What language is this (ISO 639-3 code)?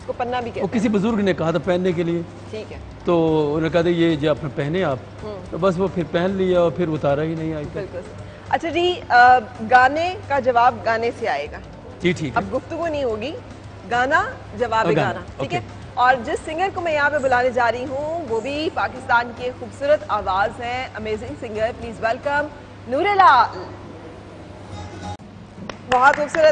urd